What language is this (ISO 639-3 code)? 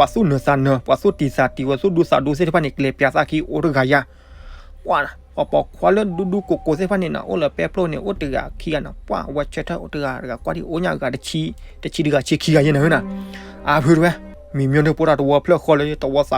ksw